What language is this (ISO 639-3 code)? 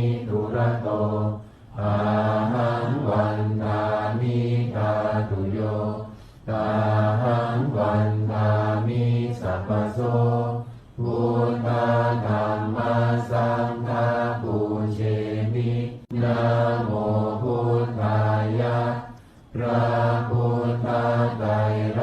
pli